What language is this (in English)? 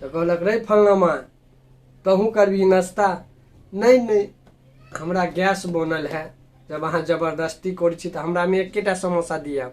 Maithili